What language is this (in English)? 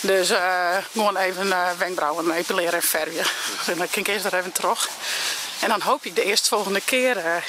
Western Frisian